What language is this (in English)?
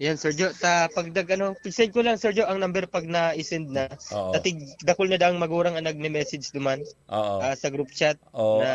Bikol